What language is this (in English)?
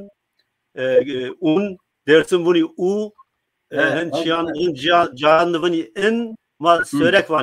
Zaza